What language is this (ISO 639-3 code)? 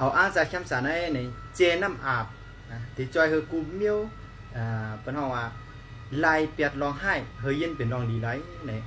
shn